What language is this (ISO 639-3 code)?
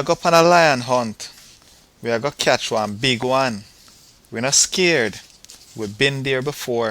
jam